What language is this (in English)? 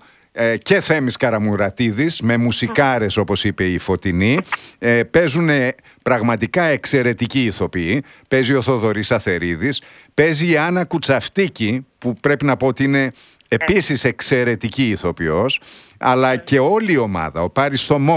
Greek